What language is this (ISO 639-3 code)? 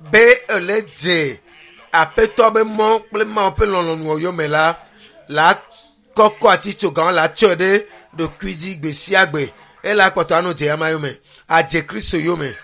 ewe